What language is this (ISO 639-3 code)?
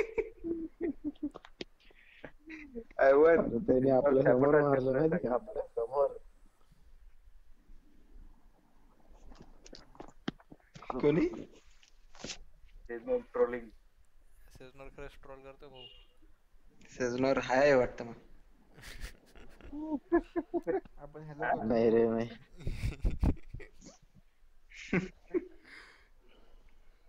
mar